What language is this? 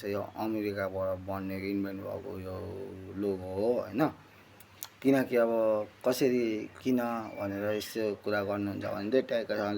Nepali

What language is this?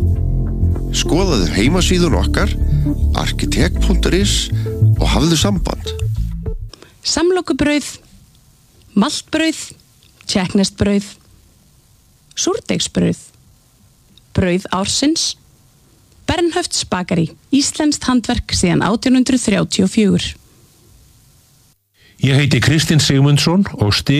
Icelandic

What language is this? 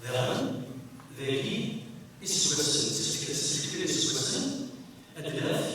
Kabyle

